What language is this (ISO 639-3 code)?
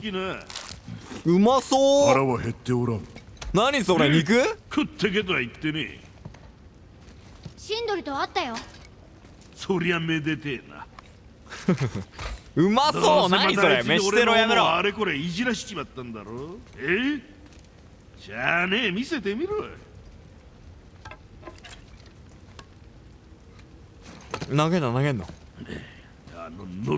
jpn